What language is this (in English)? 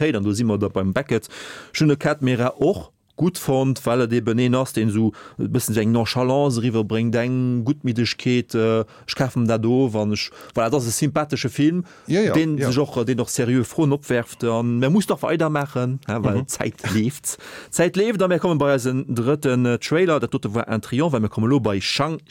Luxembourgish